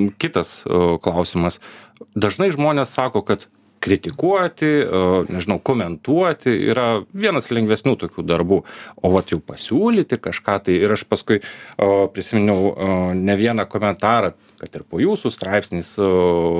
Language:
Lithuanian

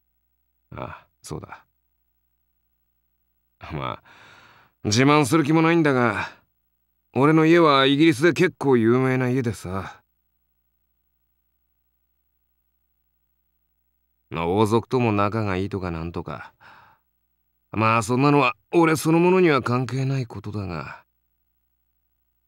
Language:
Japanese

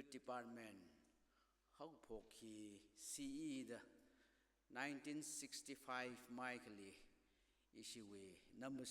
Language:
Tangkhul Naga (India)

